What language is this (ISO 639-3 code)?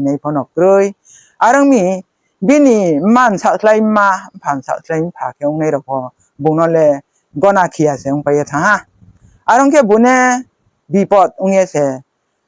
ria